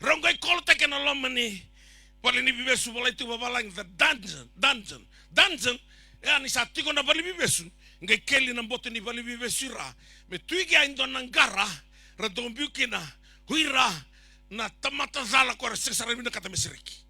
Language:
Fijian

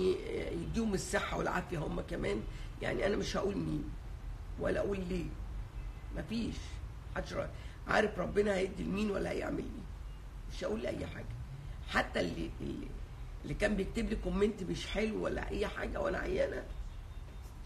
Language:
Egyptian Arabic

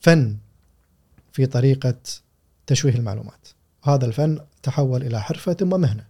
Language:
Gulf Arabic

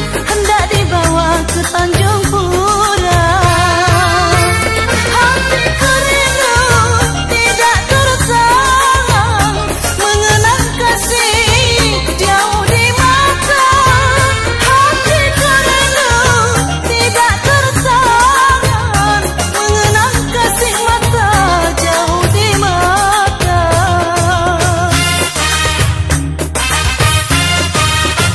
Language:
Malay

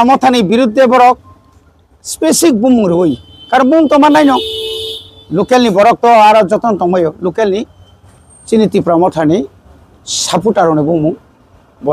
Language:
Kok Borok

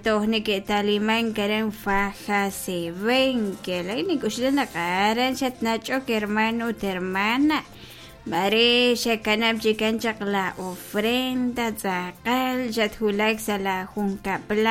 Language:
Kekchí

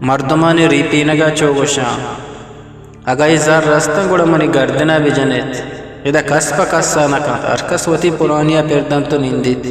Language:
Eastern Balochi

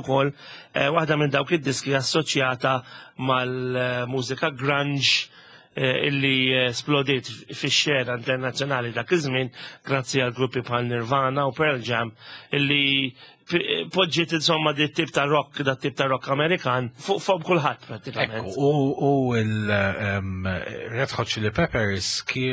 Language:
Maltese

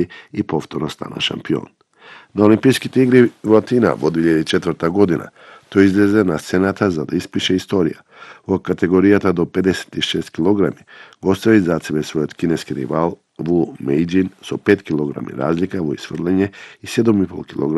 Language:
Macedonian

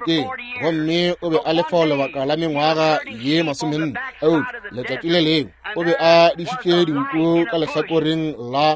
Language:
Northern Sotho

